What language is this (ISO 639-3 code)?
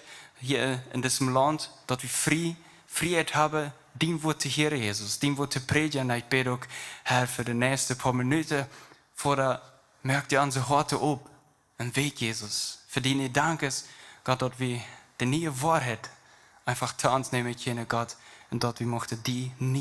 pdt